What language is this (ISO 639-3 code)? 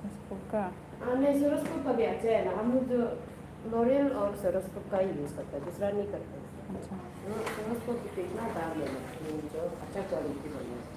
mni